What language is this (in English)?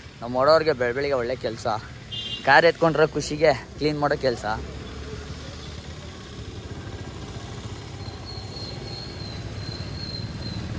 Kannada